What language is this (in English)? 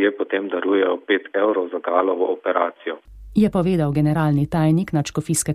Slovenian